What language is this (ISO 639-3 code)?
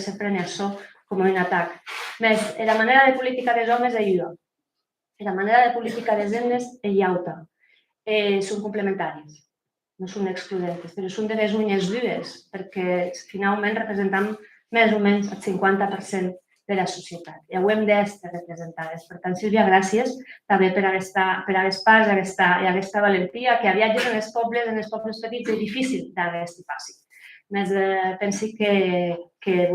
oci